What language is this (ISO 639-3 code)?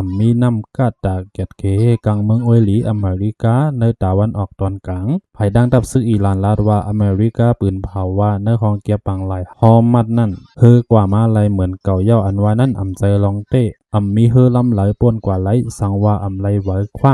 shn